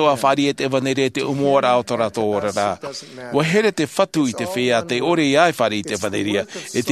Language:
Tahitian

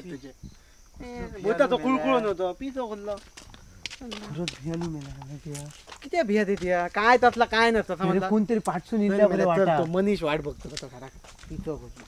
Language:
Konkani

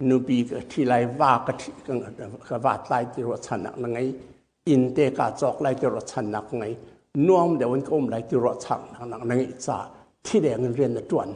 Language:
Hakha Chin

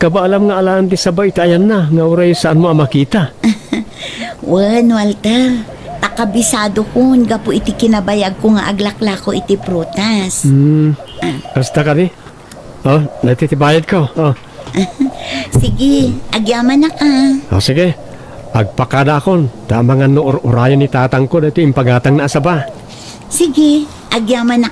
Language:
Iloko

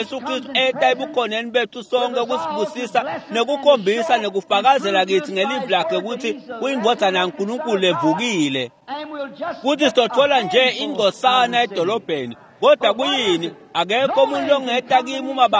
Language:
Swati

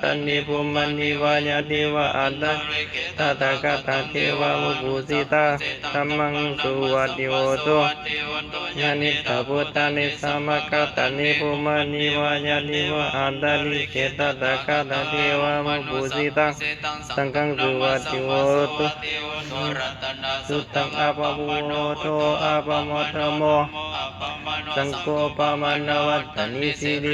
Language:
Pali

